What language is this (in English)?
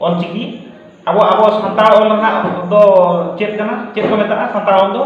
Santali